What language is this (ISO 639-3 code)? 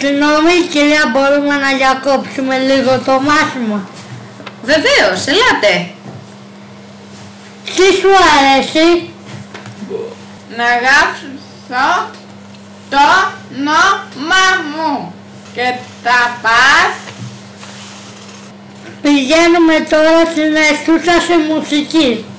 ell